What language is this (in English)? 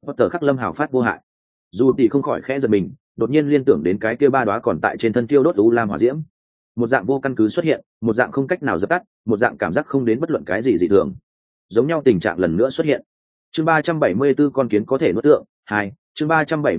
Vietnamese